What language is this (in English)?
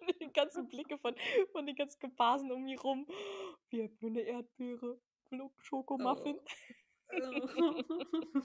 Low German